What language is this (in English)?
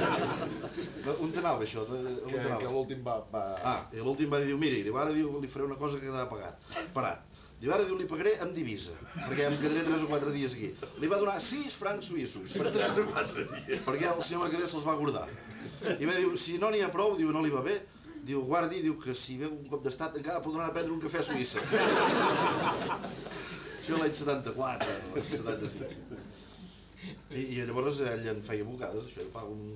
Catalan